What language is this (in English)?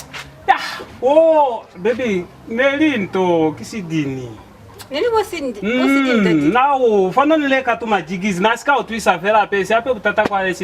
Lozi